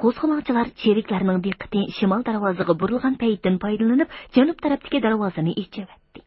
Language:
Uyghur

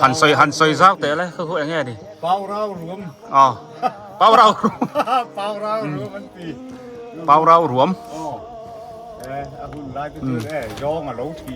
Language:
Biete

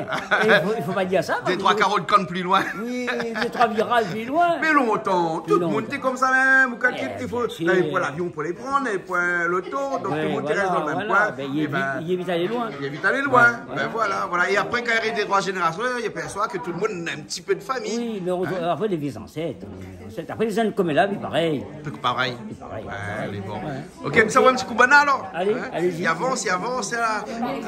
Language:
Réunion Creole French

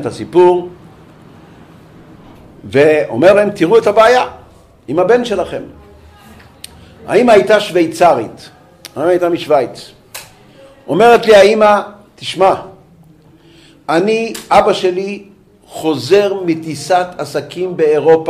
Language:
Hebrew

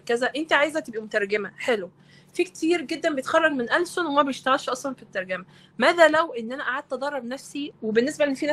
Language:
Egyptian Arabic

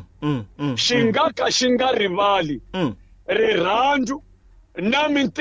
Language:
Tsonga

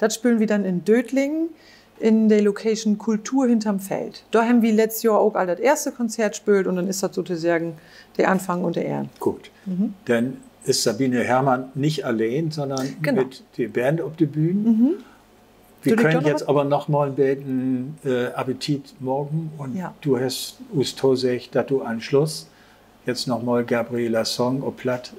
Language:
Low German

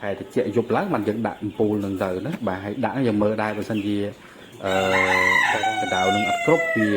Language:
Khmer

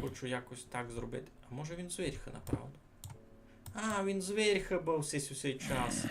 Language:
Rusyn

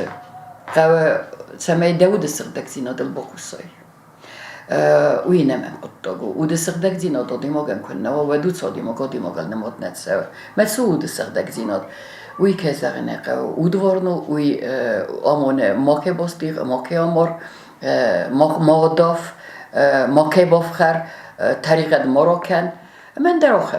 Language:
Ossetic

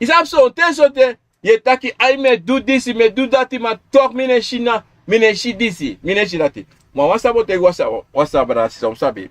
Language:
Sranan Tongo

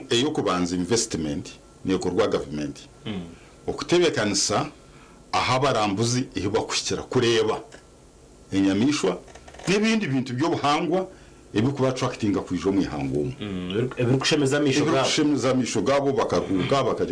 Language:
Nyankole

